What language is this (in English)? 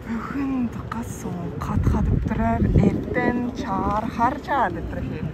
Tuvinian